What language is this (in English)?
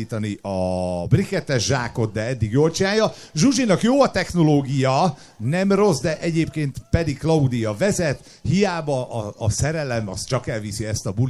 Hungarian